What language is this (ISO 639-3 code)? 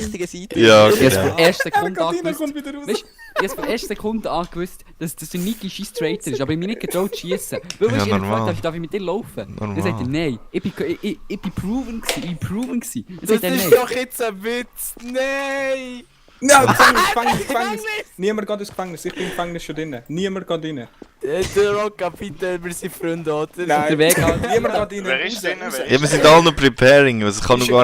gsw